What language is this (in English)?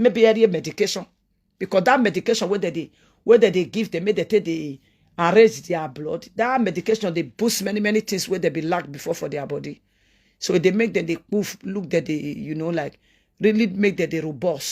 Nigerian Pidgin